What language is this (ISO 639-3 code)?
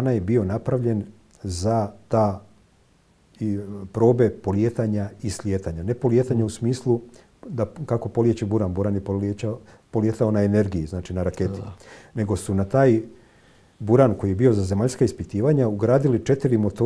hrv